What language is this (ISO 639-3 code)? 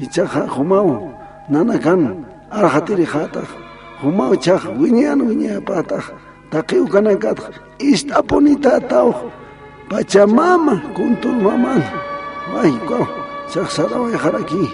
aym